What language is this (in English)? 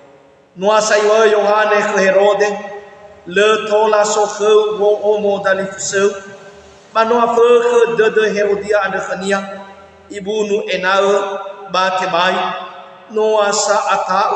Nias